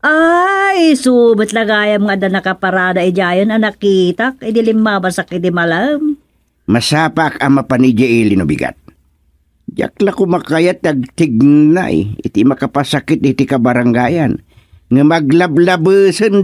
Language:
Iloko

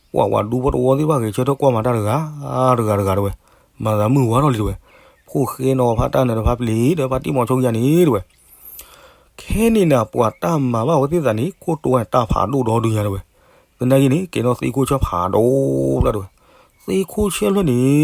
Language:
S'gaw Karen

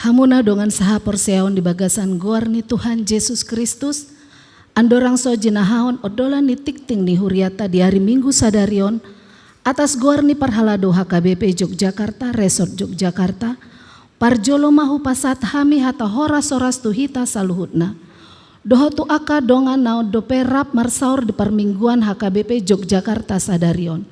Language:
Batak Toba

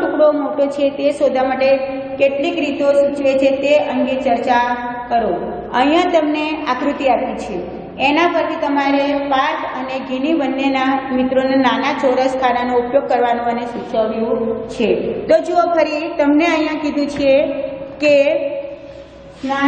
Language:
Gujarati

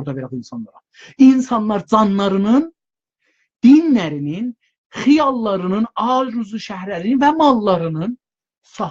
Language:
South Azerbaijani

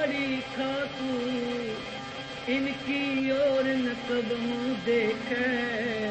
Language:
Punjabi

